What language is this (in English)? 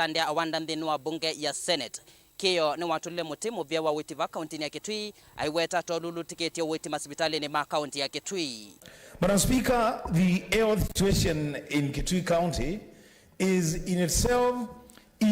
Kamba